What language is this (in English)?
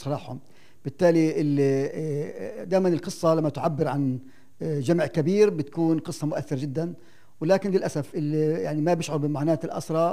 North Levantine Arabic